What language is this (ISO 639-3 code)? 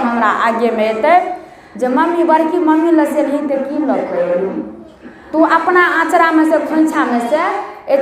mai